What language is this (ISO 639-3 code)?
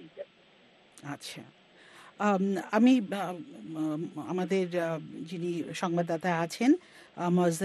ben